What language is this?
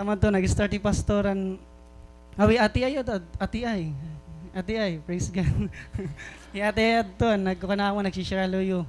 Waray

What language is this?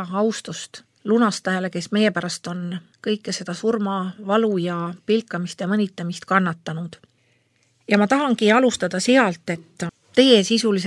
Estonian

